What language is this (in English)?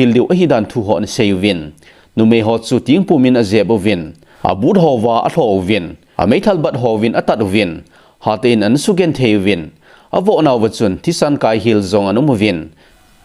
Thado Chin